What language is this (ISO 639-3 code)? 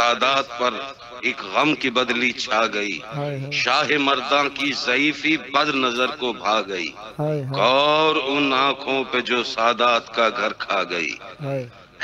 urd